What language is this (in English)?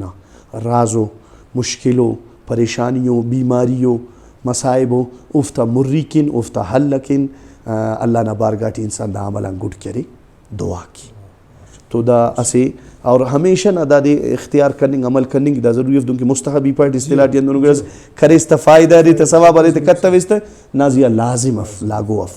Brahui